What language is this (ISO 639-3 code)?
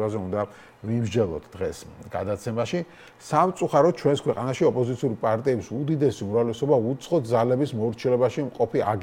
kat